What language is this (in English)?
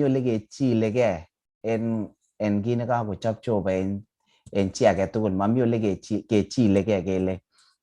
Kalenjin